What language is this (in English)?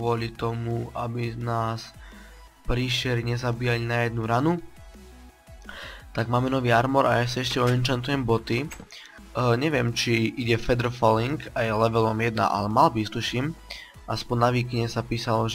Slovak